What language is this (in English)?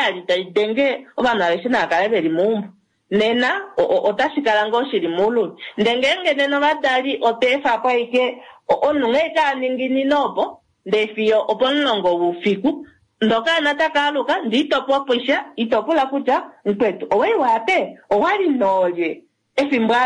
Kuanyama